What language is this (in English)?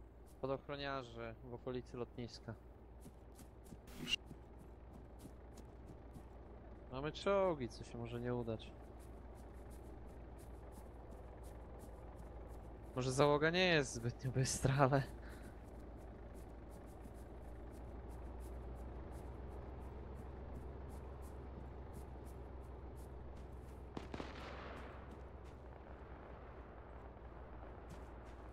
Polish